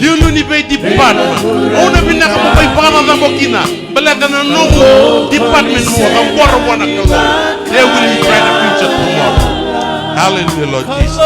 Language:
Fijian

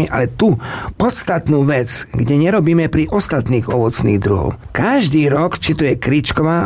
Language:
Slovak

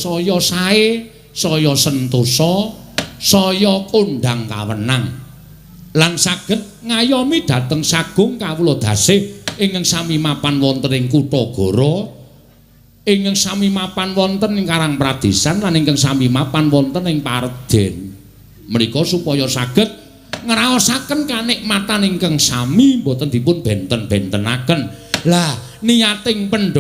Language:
Javanese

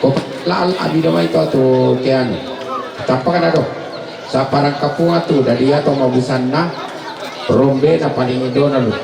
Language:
Toraja-Sa'dan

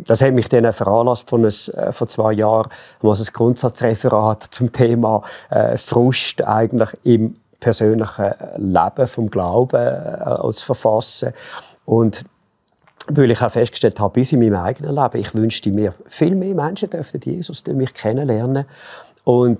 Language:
Swiss German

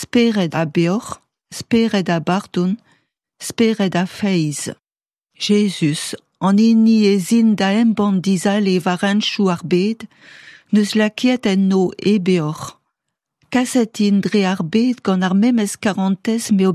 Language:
Breton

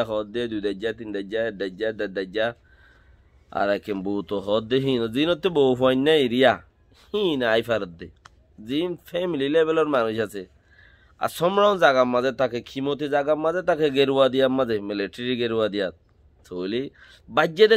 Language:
Rohingya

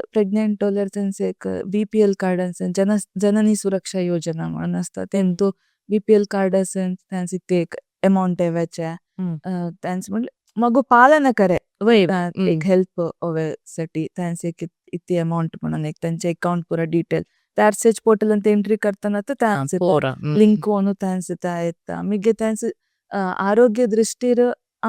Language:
Konkani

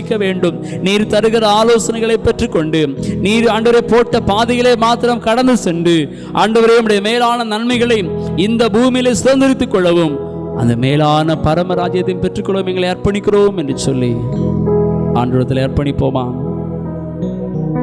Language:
Tamil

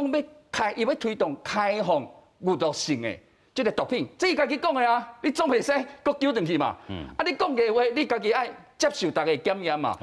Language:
Min Nan Chinese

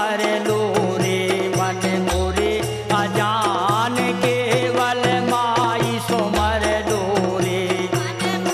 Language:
Bundeli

